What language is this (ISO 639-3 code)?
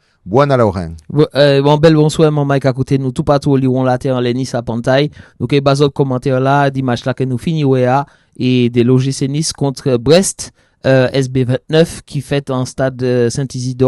oci